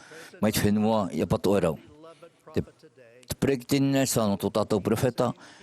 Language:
Tahitian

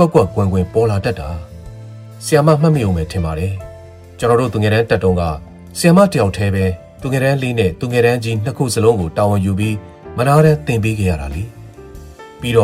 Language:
Burmese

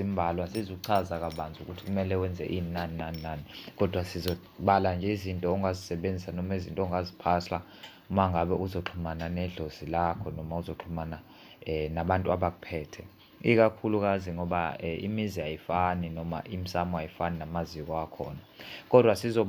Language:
Zulu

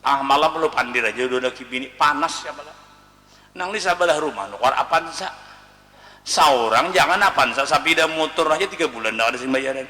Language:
Banjar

